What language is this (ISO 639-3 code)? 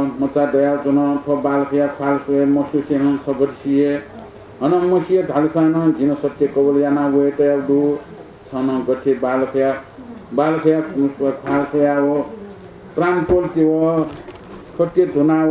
new